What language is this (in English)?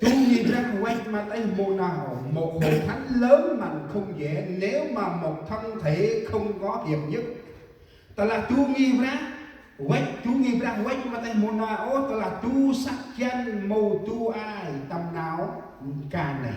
Central Mnong